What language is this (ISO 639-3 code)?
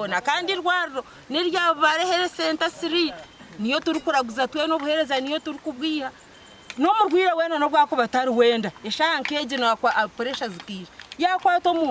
nyn